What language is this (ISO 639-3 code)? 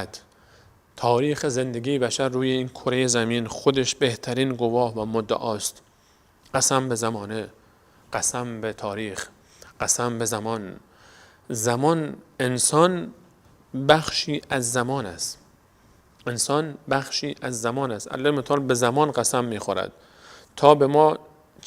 fas